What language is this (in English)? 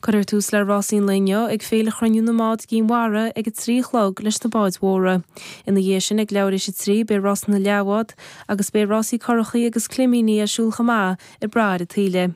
Irish